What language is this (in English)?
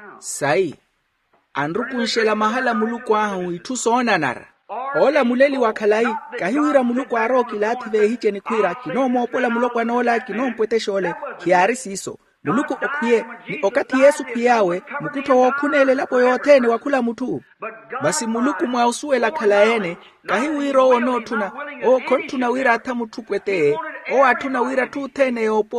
Makhuwa